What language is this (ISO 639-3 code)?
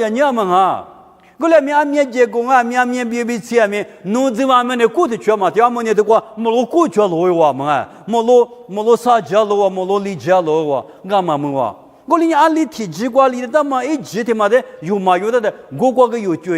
lis